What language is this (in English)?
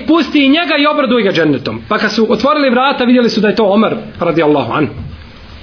Bosnian